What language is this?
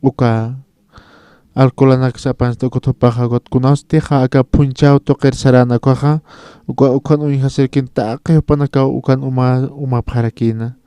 Aymara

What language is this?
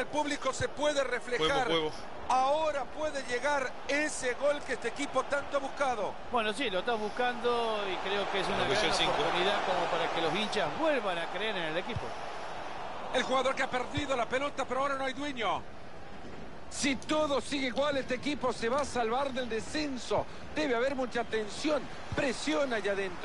Spanish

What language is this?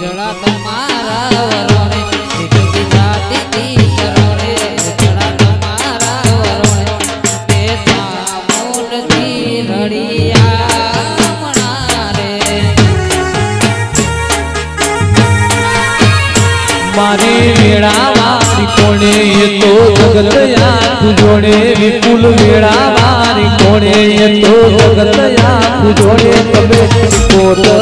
Gujarati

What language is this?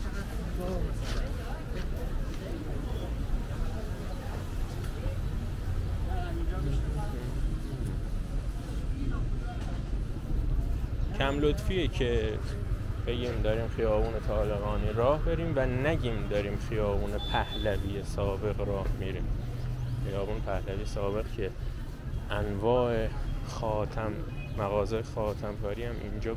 Persian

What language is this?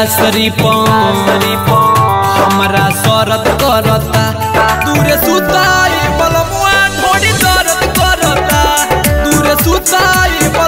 Bhojpuri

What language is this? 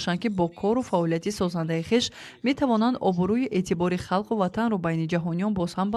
Tajik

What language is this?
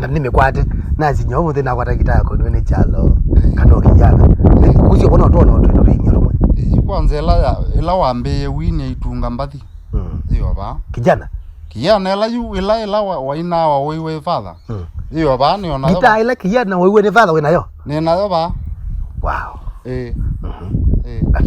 Kamba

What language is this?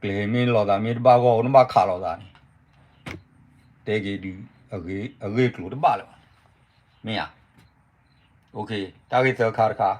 S'gaw Karen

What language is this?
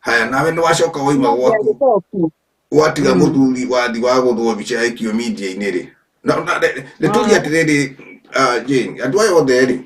Kikuyu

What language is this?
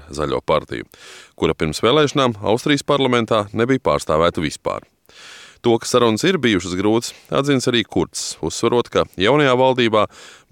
Latvian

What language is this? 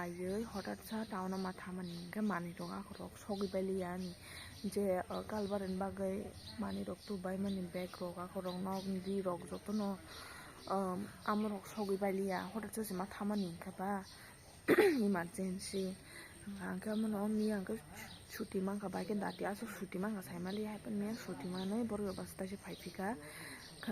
Kok Borok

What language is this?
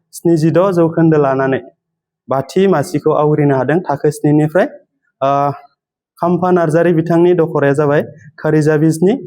Bodo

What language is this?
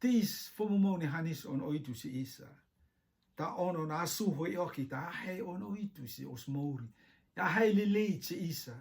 Rotuman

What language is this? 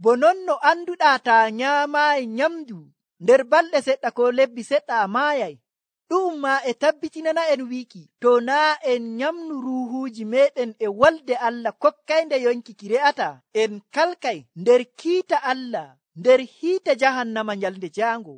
Nigerian Fulfulde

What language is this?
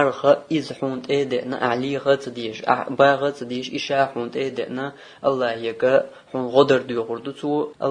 Chechen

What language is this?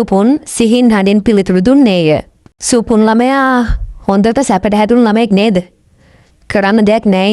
Sinhala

